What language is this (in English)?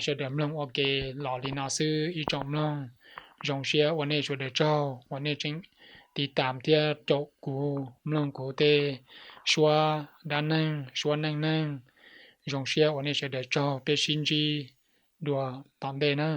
Hmong